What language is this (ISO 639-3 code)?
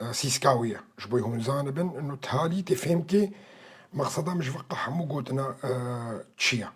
kur